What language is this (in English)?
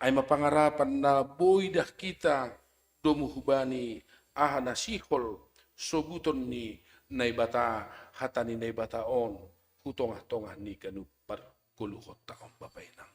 Batak Simalungun